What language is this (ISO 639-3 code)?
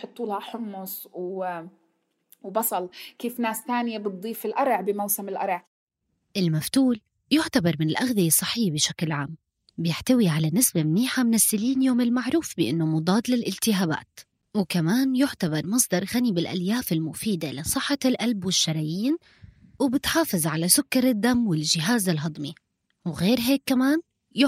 apc